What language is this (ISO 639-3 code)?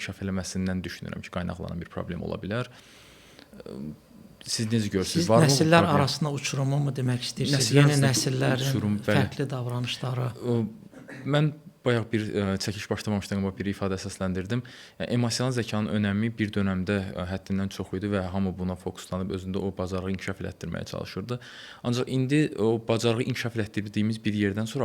aze